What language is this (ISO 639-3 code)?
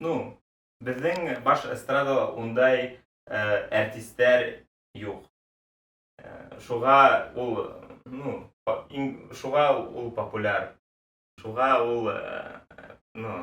bak